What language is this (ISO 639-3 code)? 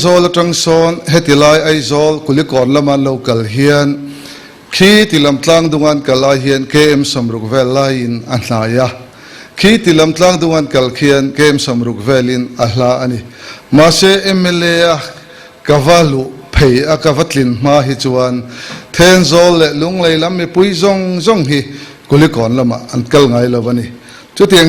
lus